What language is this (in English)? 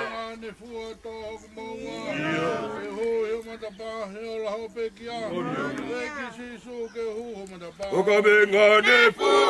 Tongan